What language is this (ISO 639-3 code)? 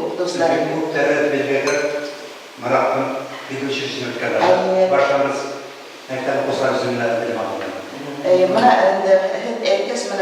bak